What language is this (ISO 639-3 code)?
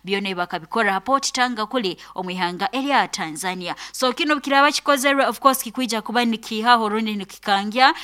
nyo